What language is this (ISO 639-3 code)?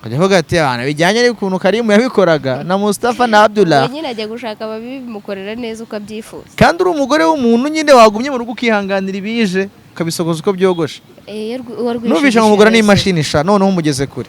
kin